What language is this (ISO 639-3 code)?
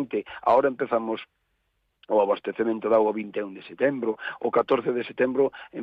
glg